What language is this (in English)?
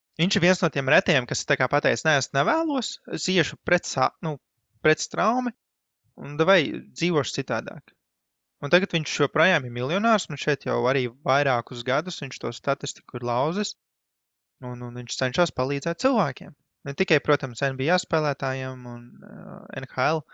Latvian